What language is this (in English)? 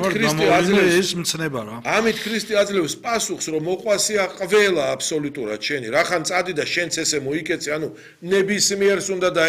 Georgian